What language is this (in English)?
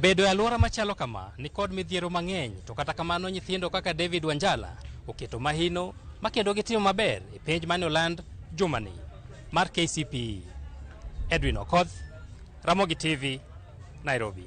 Luo (Kenya and Tanzania)